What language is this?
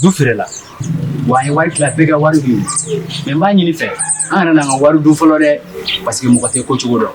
Bambara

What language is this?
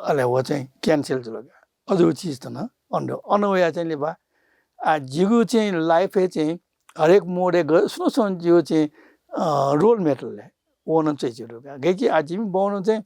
Newari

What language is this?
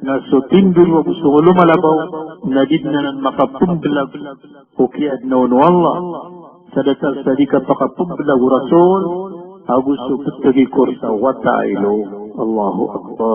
Maranao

